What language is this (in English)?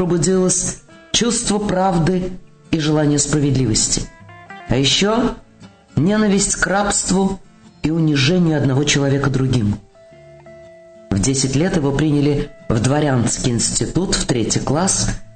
Russian